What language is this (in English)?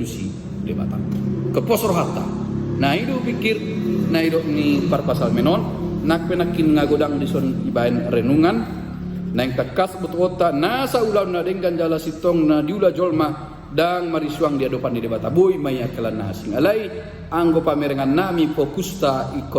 Batak Toba